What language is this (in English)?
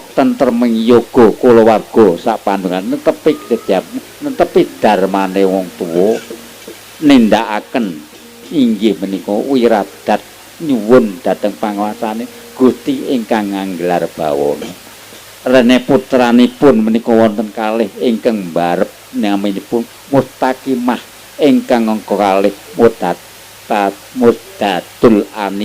Javanese